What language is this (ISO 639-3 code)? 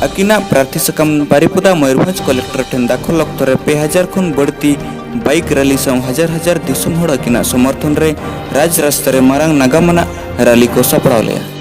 sat